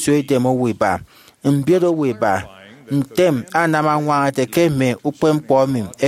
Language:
Efik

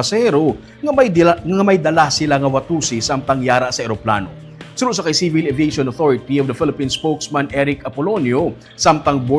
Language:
Hiligaynon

